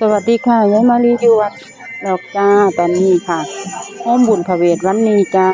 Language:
Northeastern Thai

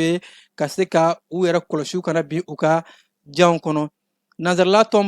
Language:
Bambara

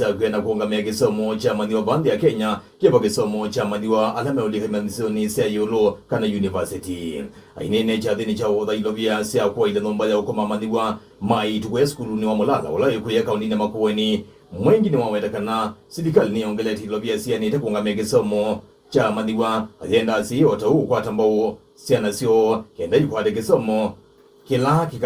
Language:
Kamba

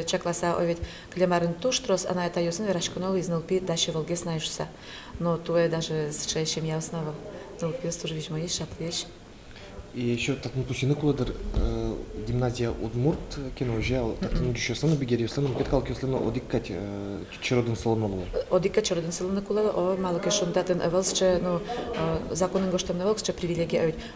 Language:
Udmurt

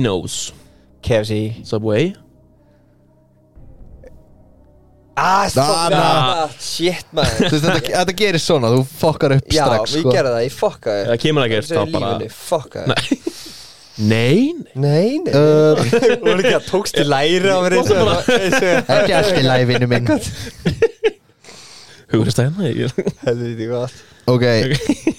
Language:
Icelandic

